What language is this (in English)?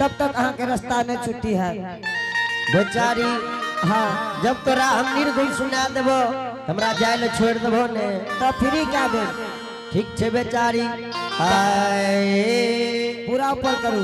Angika